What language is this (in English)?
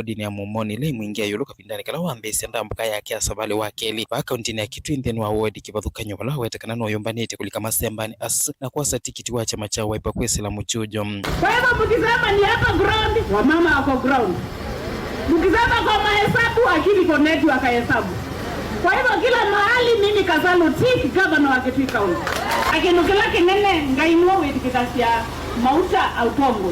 Kamba